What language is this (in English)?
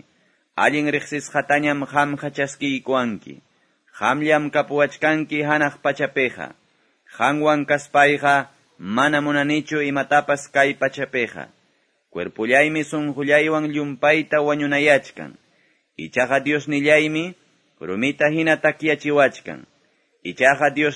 Quechua